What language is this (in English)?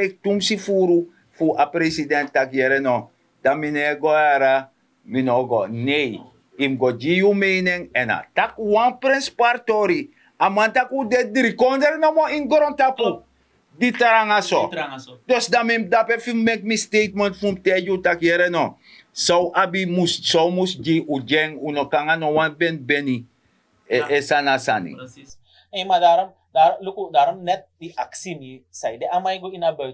Sranan Tongo